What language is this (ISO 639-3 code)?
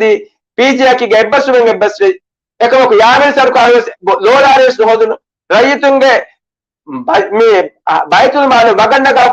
div